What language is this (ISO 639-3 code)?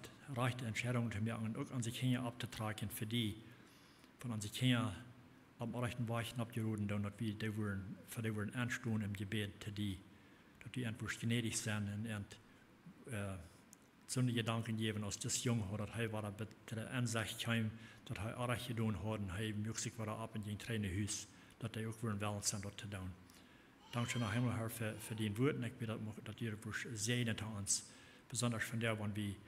pdt